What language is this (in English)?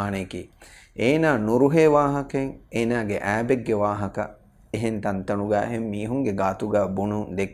Divehi